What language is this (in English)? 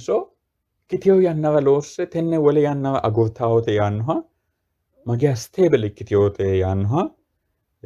Sidamo